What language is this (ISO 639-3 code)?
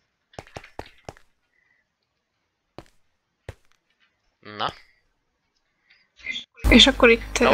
hun